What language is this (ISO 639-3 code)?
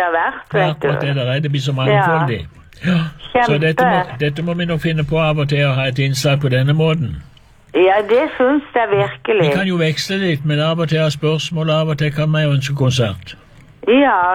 nor